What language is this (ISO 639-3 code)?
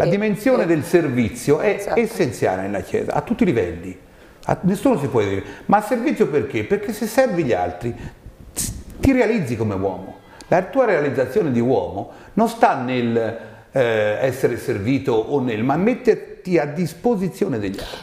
ita